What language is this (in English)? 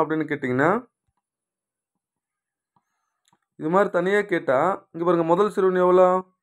Tamil